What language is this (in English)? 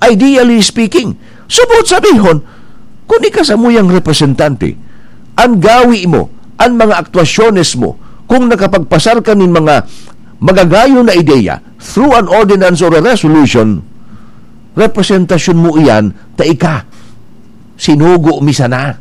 Bikol